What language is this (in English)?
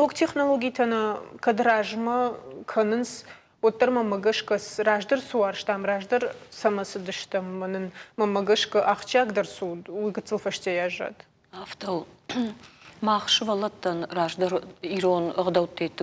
Ossetic